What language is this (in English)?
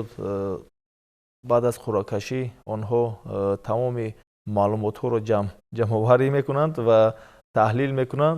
Tajik